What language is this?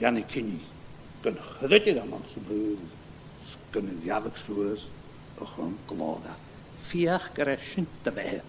Scottish Gaelic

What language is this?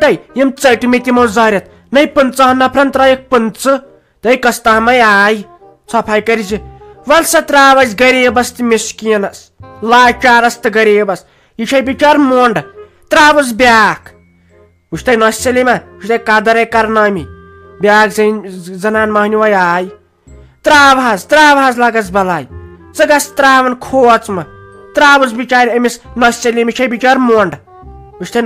Kashmiri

